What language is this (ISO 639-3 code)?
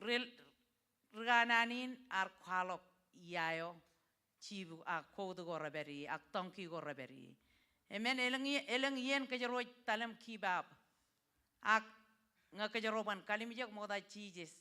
mah